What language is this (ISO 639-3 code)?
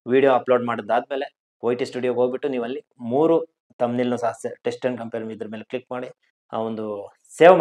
kan